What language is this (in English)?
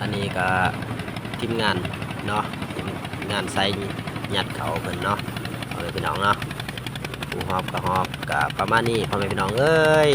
Northeastern Thai